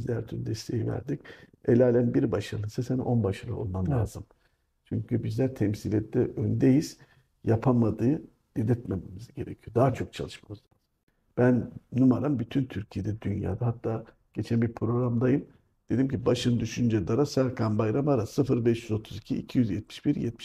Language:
Turkish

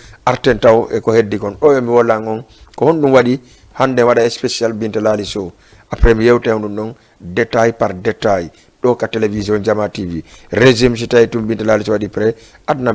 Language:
Fula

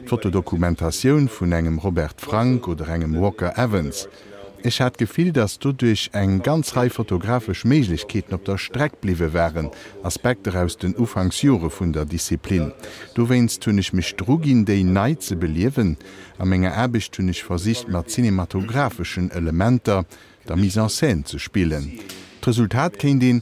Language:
Luxembourgish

